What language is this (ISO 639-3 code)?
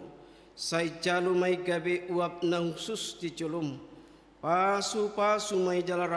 bbc